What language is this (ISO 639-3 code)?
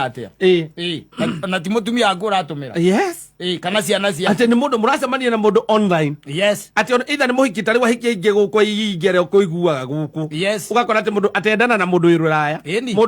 kik